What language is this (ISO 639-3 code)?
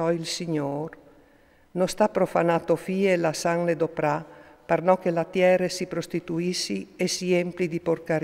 fur